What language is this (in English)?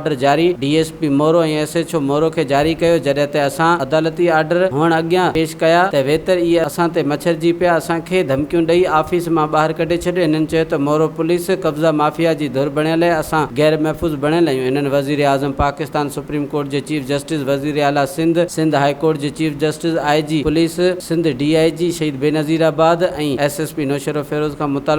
Sindhi